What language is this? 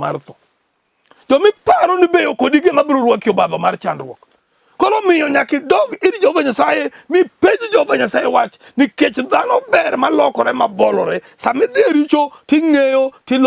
Luo (Kenya and Tanzania)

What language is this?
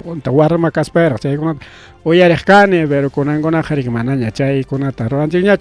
Ayacucho Quechua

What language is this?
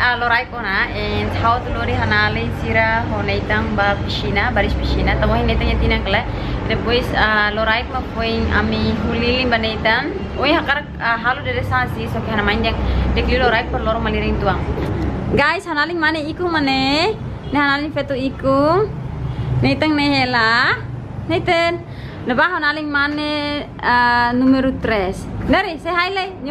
Tetum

